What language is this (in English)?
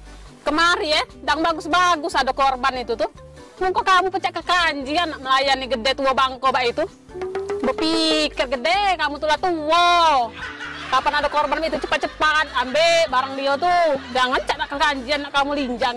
Musi